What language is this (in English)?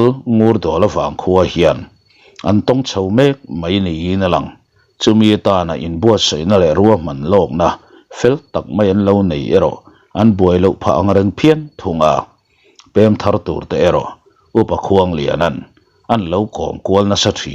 Mizo